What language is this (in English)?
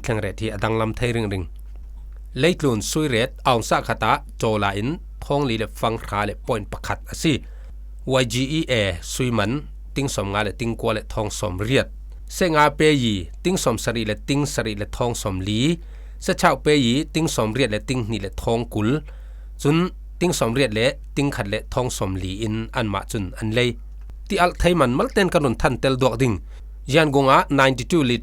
Falam Chin